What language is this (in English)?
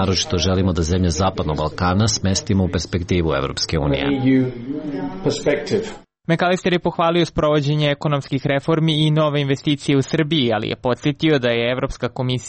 Serbian